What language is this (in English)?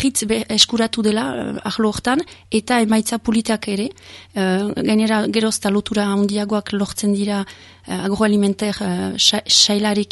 Basque